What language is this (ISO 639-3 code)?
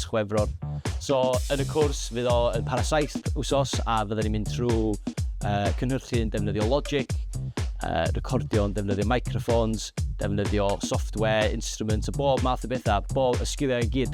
cym